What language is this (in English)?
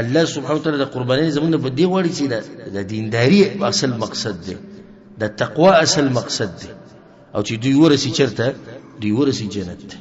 Pashto